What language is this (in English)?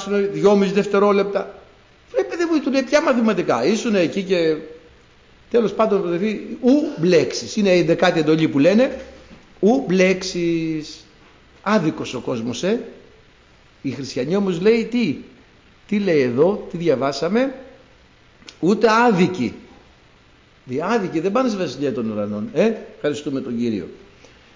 Greek